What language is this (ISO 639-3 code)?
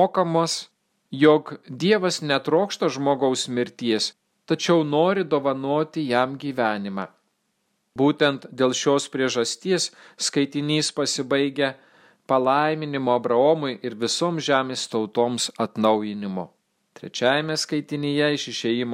lit